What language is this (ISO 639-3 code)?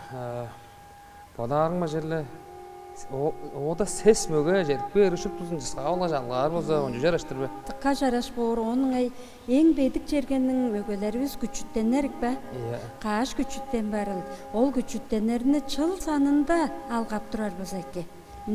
tyv